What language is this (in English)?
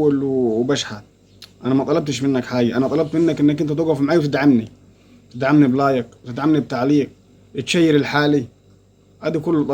Egyptian Arabic